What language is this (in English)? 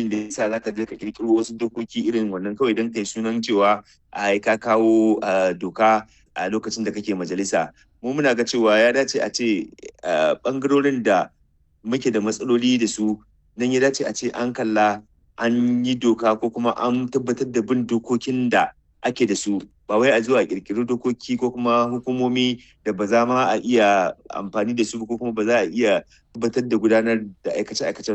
Hausa